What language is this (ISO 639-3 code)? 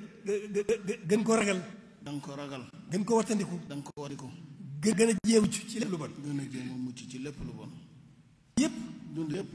wol